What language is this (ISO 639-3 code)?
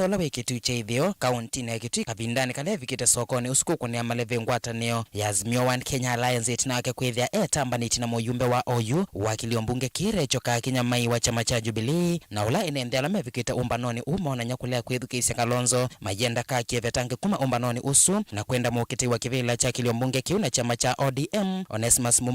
kam